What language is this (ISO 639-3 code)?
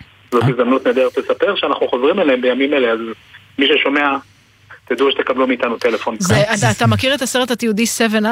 heb